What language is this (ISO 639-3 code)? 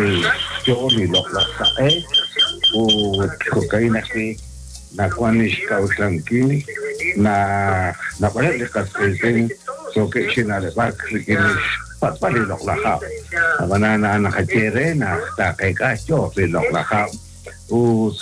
kek